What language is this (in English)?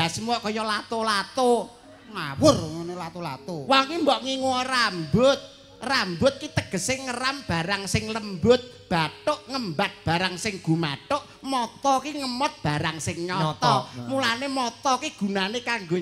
Javanese